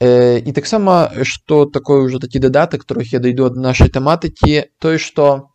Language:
Belarusian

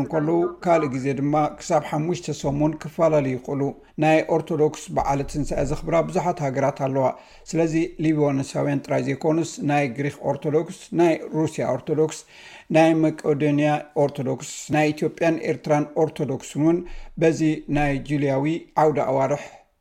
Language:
Tigrinya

